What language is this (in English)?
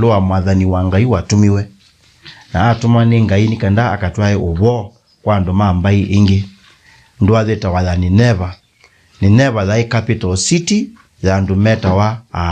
Kamba